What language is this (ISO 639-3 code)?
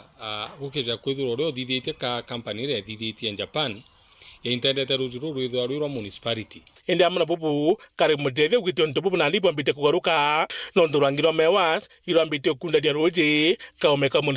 mer